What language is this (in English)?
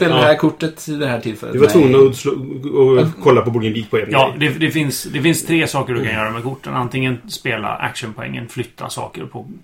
Swedish